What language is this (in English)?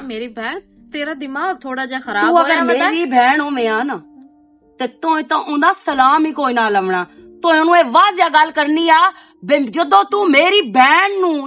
Western Panjabi